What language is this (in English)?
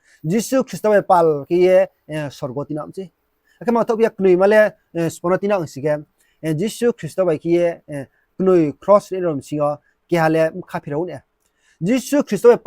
Riang (India)